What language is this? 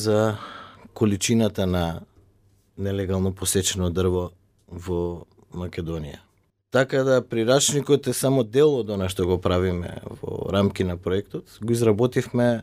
Macedonian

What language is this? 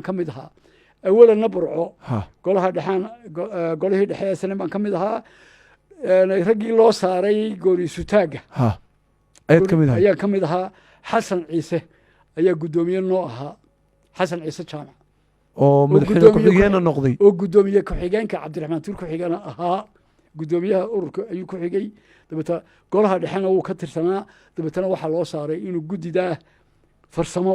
Somali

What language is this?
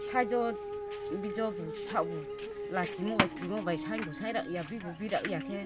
Kok Borok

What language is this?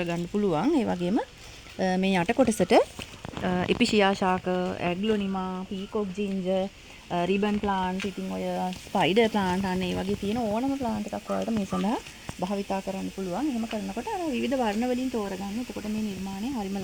Sinhala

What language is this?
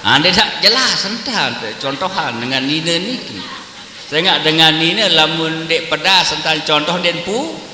Sasak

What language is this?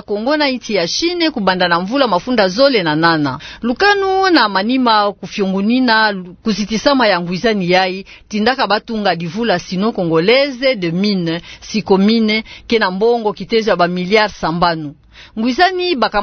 Kituba (Democratic Republic of Congo)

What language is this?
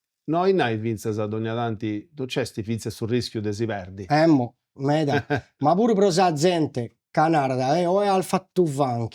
Sardinian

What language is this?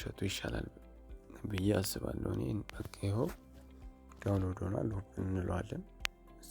Amharic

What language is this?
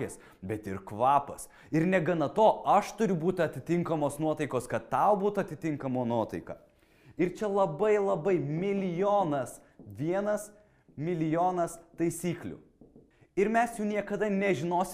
Lithuanian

